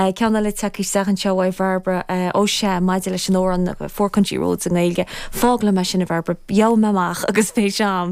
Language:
Irish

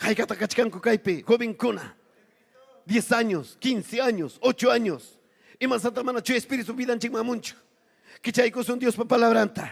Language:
Ayacucho Quechua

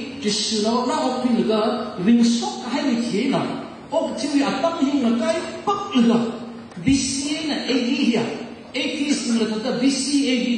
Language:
Tangkhul Naga (India)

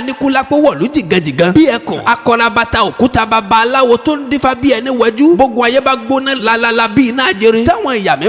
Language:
Yoruba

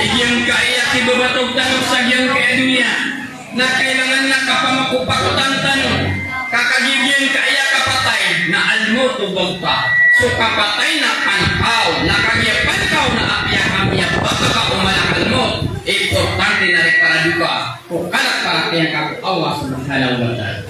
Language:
Maranao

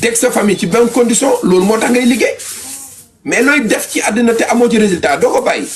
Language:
Wolof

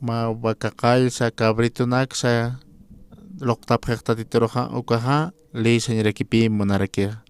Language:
Aymara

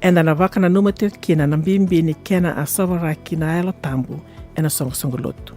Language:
Fijian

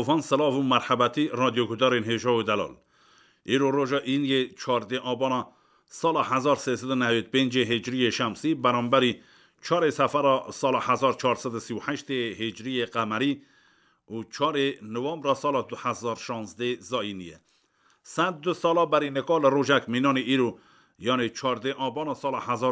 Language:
Kurdish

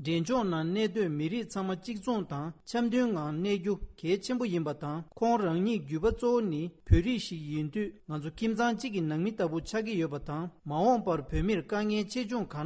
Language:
Tibetan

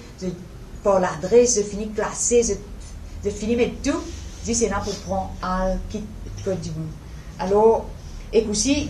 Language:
Morisyen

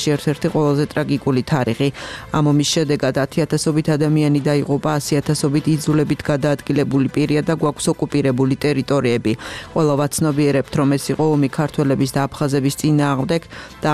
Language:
Georgian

